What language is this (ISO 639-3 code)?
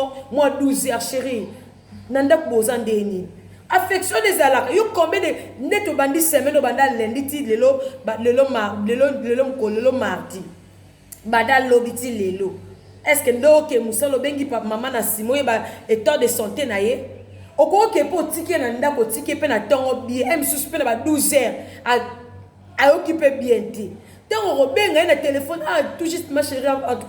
lin